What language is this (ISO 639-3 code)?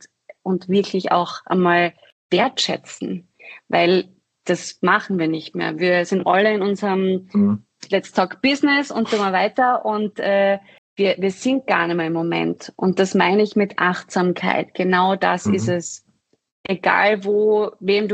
deu